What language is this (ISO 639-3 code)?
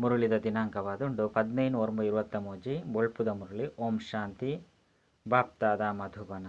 tcy